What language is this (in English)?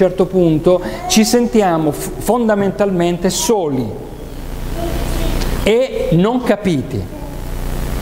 Italian